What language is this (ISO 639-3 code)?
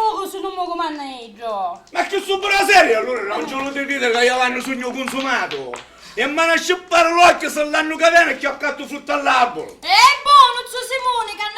scn